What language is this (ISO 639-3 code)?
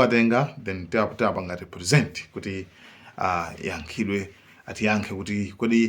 nya